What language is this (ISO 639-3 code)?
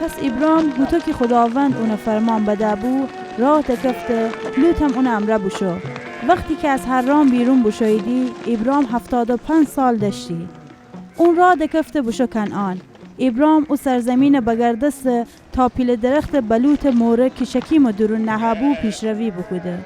glk